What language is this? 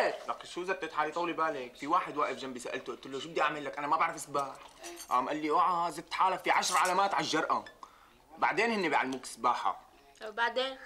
North Levantine Arabic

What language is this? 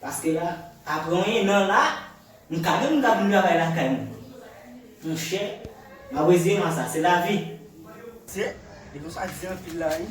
Haitian Creole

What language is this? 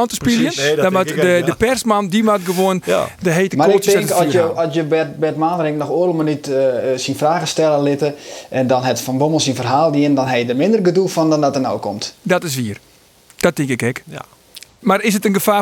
Western Frisian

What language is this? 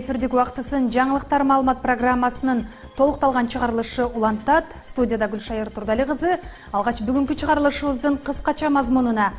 Kyrgyz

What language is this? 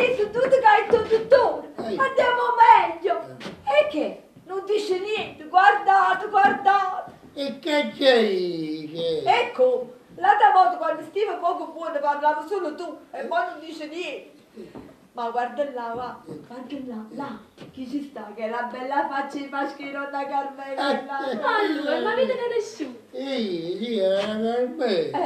Neapolitan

